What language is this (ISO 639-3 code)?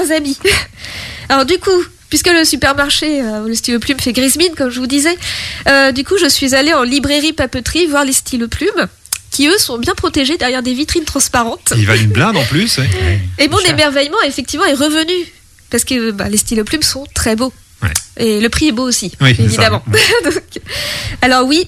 fra